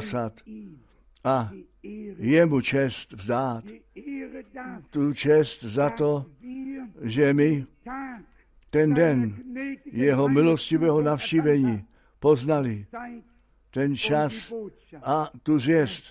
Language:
Czech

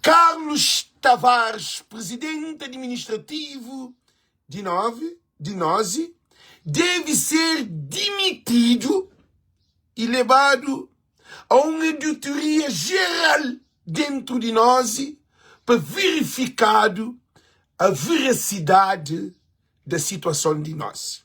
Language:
Kabuverdianu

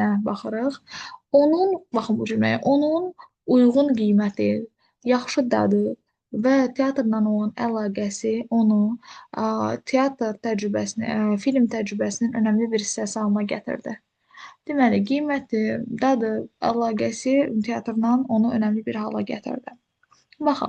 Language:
Azerbaijani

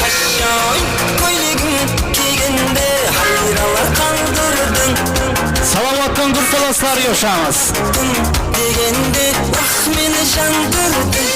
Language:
Kara-Kalpak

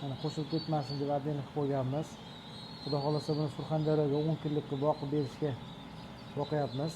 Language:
Uzbek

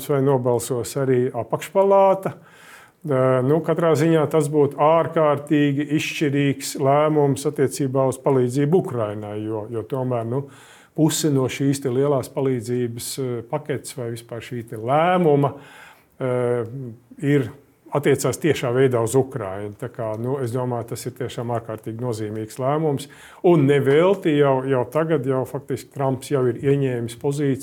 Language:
Latvian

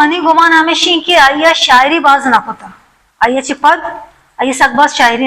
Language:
Baluchi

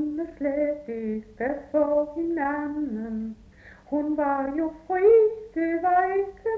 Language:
Danish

